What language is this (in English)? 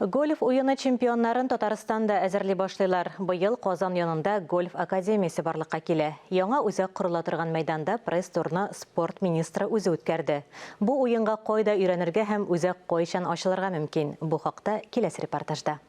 Tatar